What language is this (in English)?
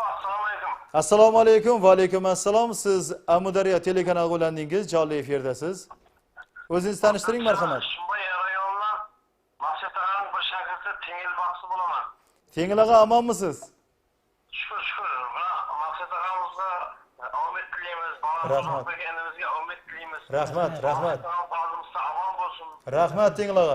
Kara-Kalpak